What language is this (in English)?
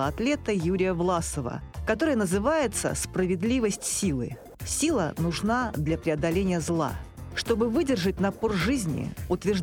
Russian